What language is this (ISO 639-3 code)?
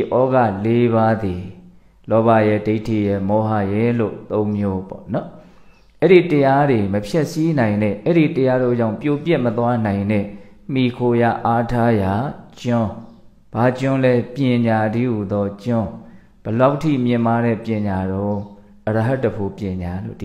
mya